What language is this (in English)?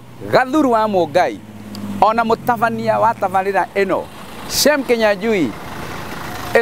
Kikuyu